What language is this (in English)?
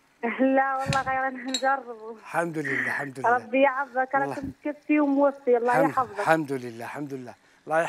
Algerian Arabic